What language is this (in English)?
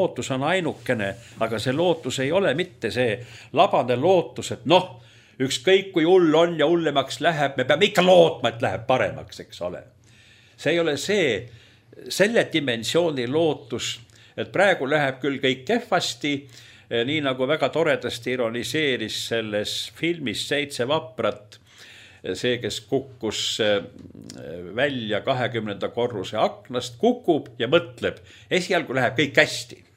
Estonian